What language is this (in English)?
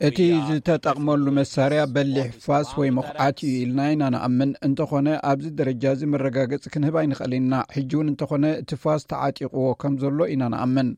Tigrinya